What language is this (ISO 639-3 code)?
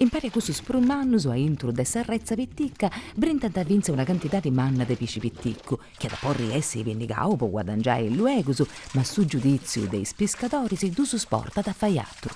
srd